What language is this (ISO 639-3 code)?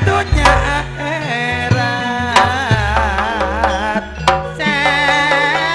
mad